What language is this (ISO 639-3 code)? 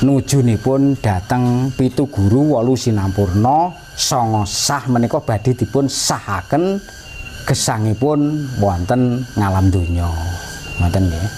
jav